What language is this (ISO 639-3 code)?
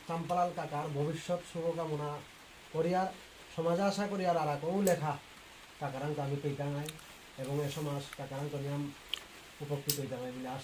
bpy